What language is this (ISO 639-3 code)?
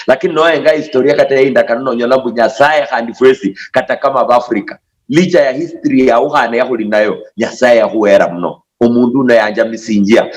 luy